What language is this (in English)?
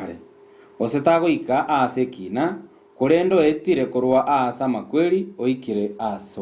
Gusii